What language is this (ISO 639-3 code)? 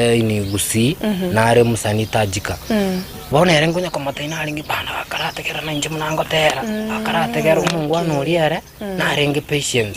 guz